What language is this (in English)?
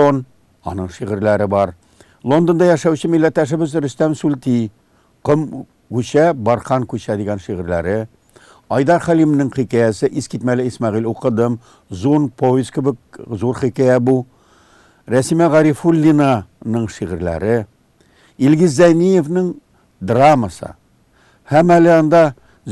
Tatar